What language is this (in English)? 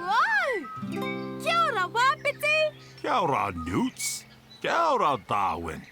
Māori